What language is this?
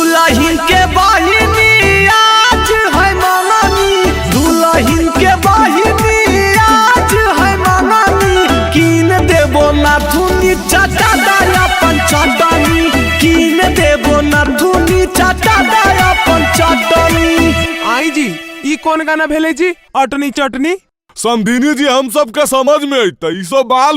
Magahi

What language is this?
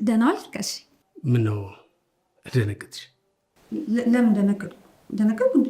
Amharic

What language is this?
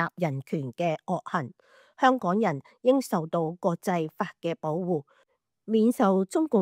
Cantonese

